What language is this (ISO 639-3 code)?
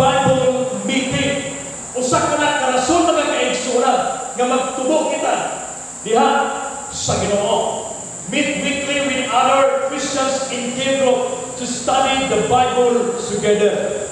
ceb